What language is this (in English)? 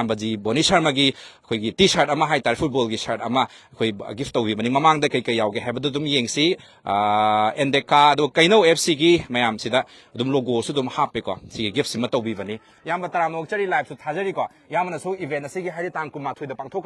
Manipuri